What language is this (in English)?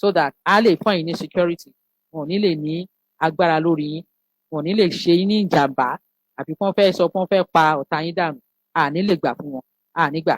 Yoruba